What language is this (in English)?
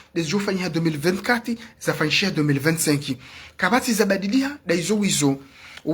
Ngazidja Comorian